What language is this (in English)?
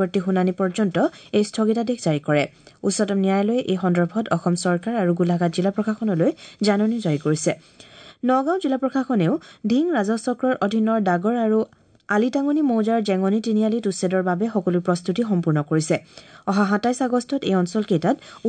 Assamese